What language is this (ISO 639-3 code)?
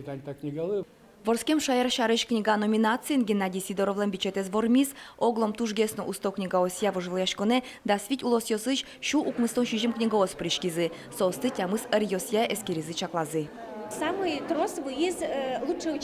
udm